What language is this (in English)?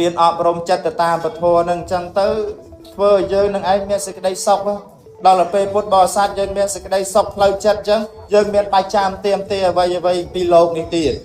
Khmer